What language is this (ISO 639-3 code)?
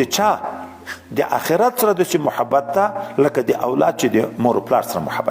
pus